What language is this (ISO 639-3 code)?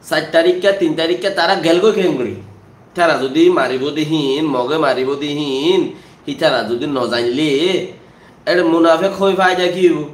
rhg